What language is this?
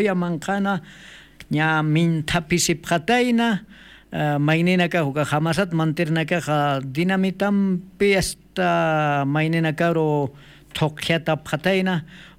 Aymara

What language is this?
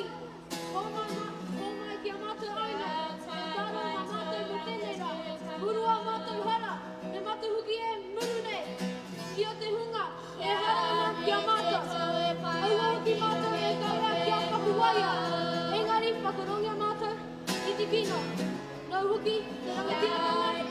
Māori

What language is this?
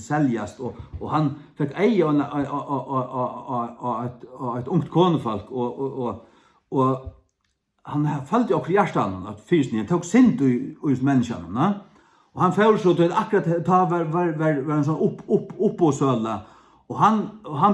Faroese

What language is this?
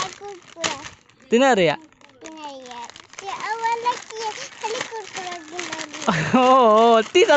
Santali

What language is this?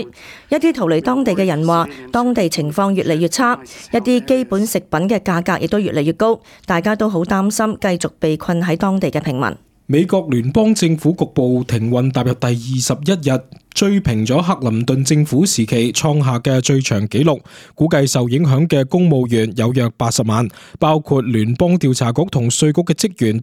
Cantonese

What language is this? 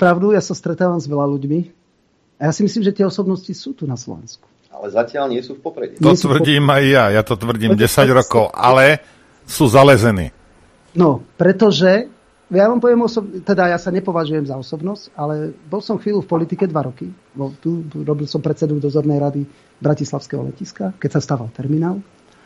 Slovak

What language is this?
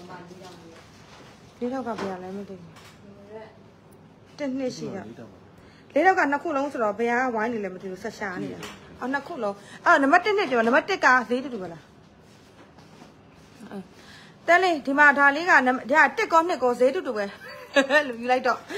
Burmese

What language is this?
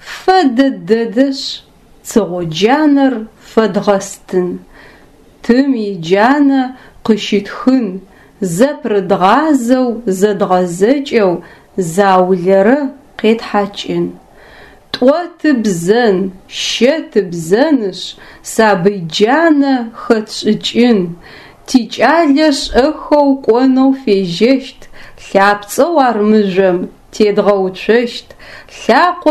Adyghe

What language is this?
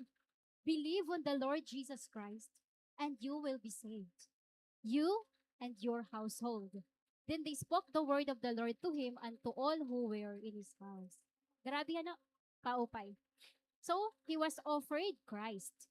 Waray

